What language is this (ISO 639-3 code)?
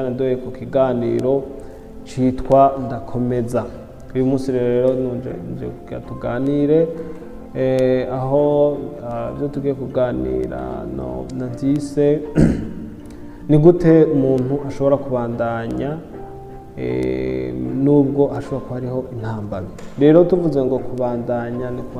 run